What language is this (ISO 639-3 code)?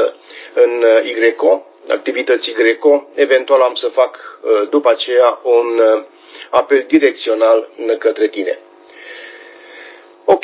ron